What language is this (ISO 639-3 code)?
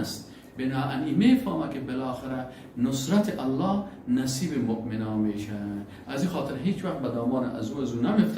fas